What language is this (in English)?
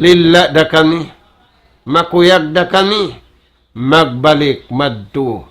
Tausug